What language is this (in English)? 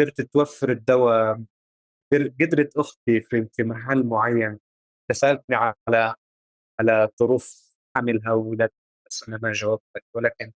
North Levantine Arabic